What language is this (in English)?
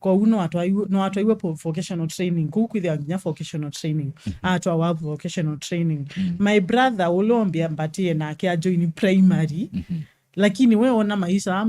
Kamba